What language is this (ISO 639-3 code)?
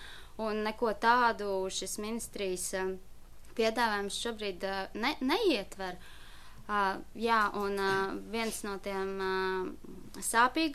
lav